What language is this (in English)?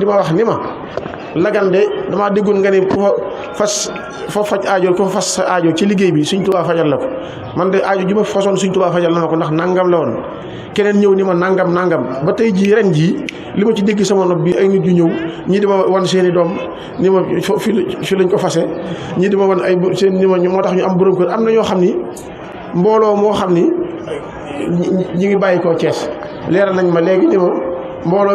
Wolof